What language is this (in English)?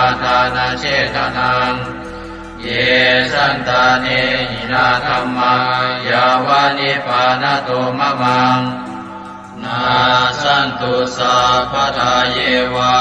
Pali